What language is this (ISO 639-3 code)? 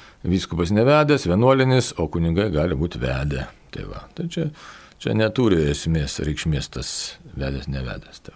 lit